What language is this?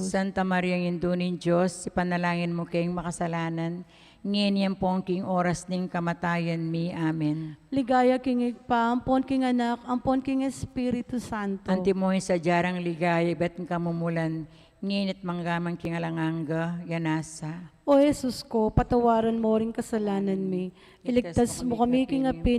Pampanga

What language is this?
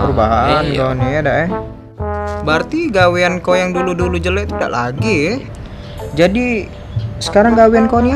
Musi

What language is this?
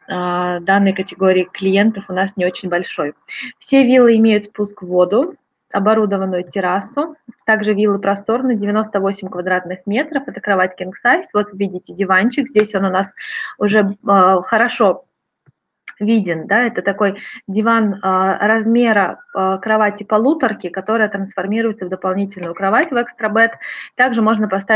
Russian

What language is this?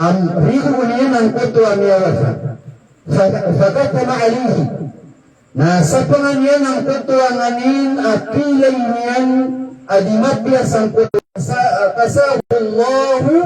Maranao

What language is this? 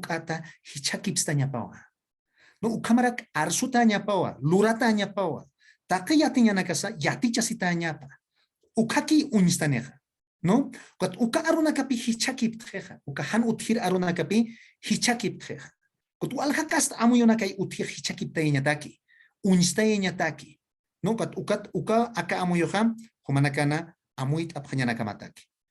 Aymara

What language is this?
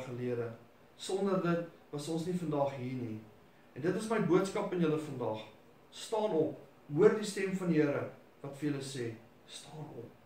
Afrikaans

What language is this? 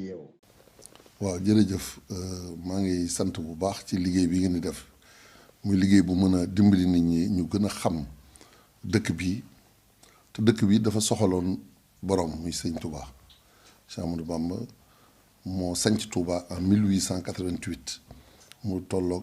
Wolof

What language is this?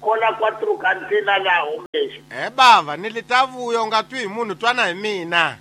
Tsonga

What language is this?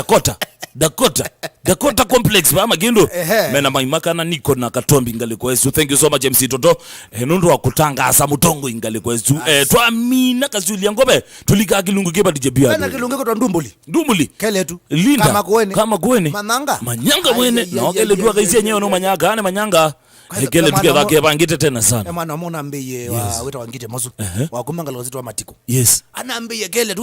Kamba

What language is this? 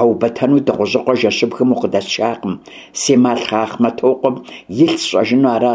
Kabardian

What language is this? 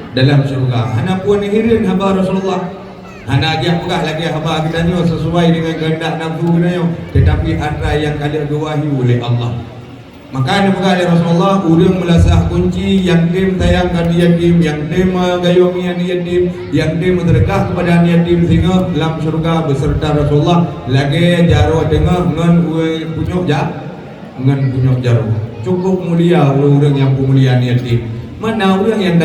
Achinese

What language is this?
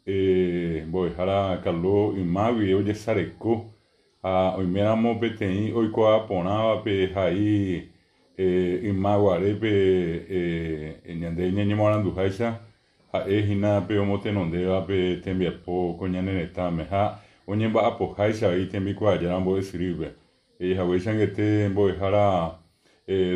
Guarani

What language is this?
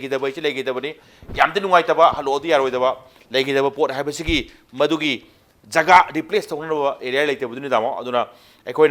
Manipuri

